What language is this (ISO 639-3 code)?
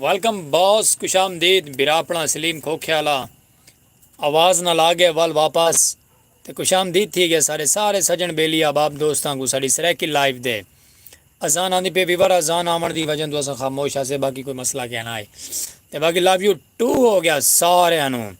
skr